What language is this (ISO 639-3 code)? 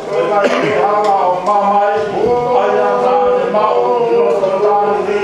ton